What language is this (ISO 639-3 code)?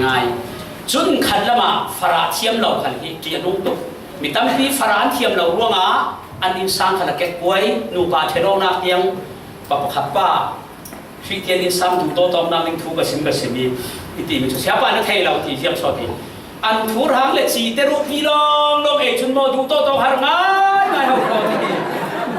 cfm